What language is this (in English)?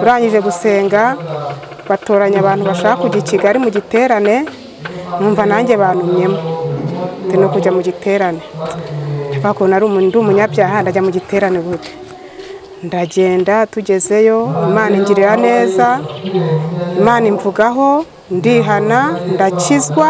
Kinyarwanda